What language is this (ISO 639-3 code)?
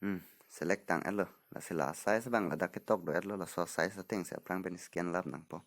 mjw